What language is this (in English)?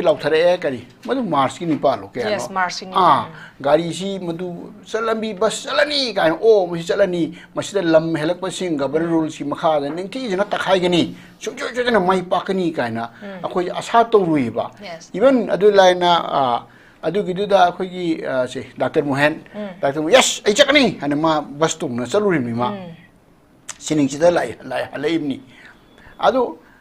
Manipuri